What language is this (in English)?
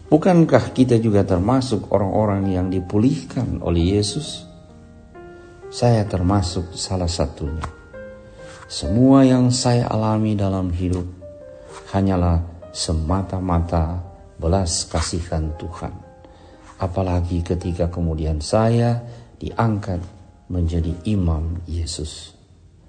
Indonesian